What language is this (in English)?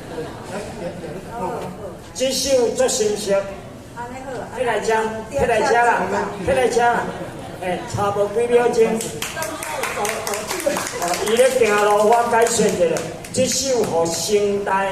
Min Nan Chinese